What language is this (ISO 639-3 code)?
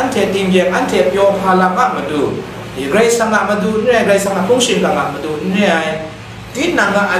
kac